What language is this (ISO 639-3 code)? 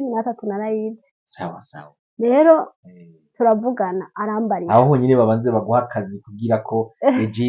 run